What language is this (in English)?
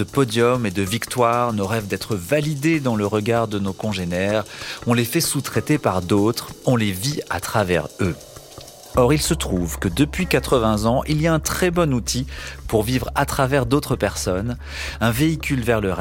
French